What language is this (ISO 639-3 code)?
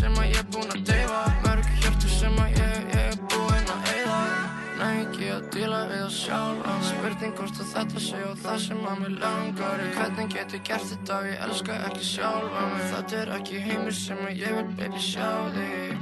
isl